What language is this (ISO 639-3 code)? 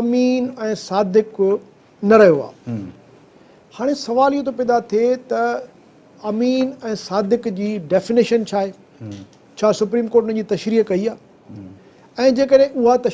snd